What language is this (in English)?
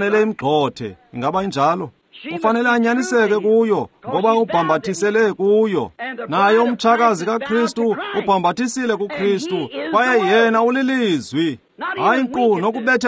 Xhosa